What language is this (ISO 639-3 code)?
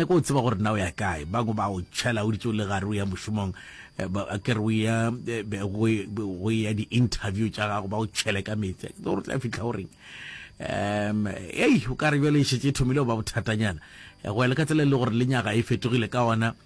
nso